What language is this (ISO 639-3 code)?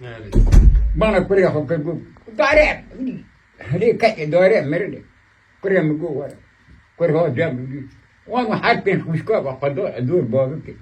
kur